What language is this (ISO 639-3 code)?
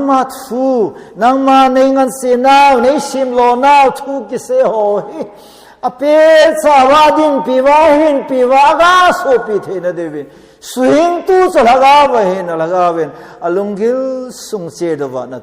tcz